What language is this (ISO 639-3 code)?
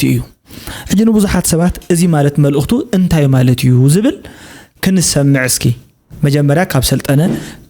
tir